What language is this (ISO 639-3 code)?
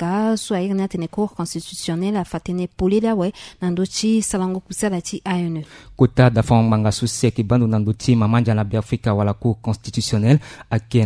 sag